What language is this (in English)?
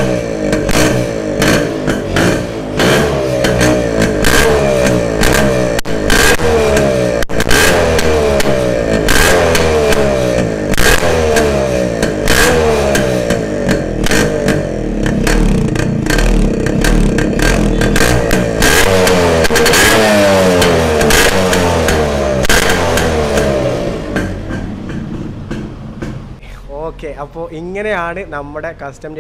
Malayalam